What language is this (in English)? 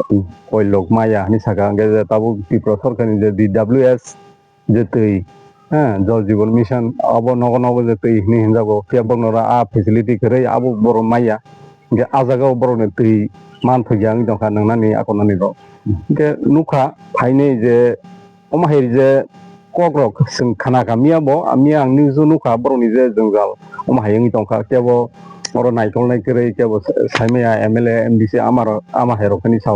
Kok Borok